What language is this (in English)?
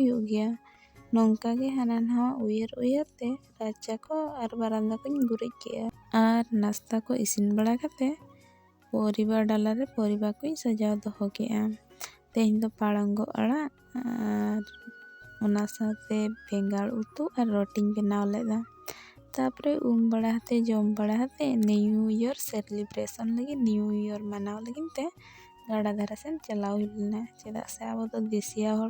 Santali